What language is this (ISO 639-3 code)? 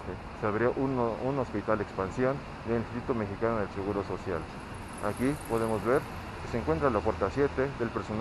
spa